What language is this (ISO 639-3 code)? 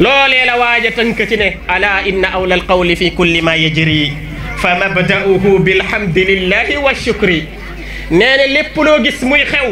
wol